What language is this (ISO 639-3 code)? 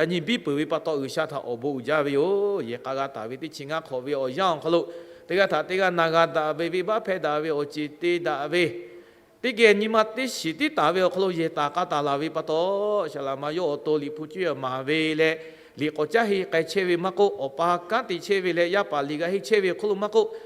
lhu